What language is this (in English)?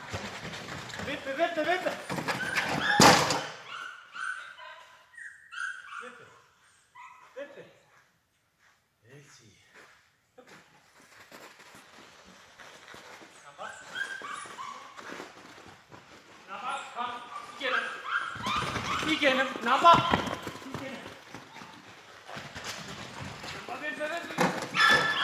Danish